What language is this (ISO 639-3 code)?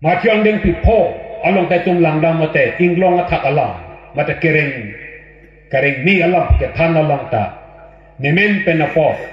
mjw